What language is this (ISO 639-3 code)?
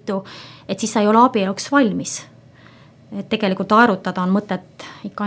est